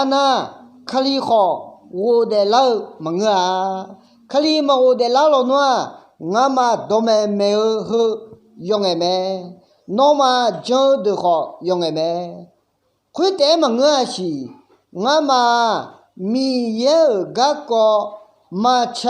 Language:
Akha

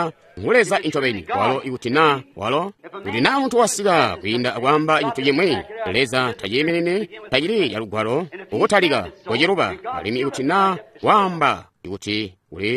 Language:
Tonga (Zambia)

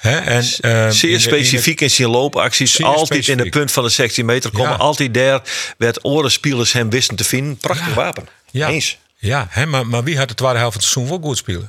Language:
Western Frisian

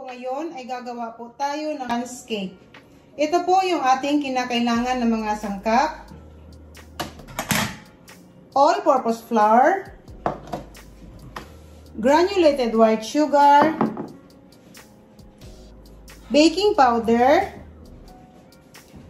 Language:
Filipino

